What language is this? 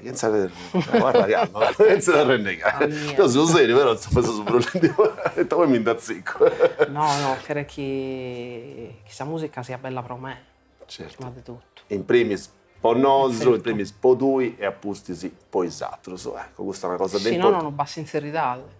Sardinian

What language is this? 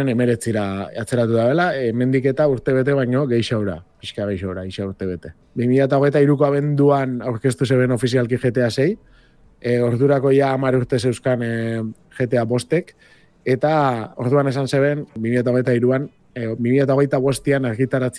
Basque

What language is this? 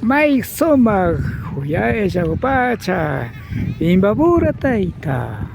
Imbabura Highland Quichua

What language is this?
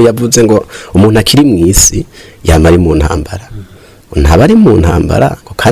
Rundi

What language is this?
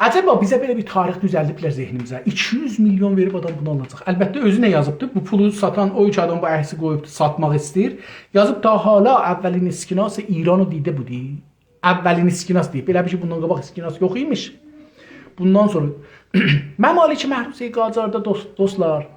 South Azerbaijani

